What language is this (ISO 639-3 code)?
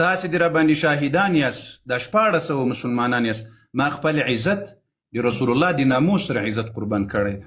pus